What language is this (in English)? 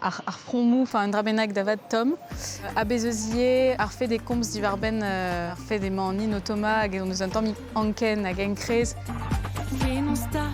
Breton